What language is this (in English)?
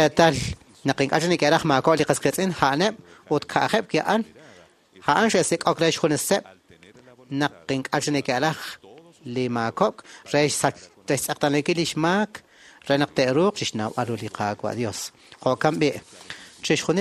Kekchí